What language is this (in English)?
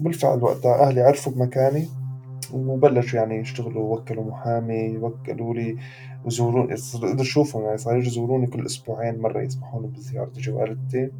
North Levantine Arabic